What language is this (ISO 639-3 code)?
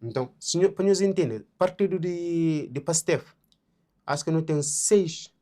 kea